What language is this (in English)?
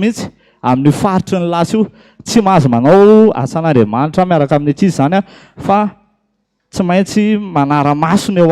Malagasy